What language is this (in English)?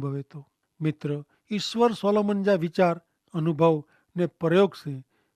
Kachhi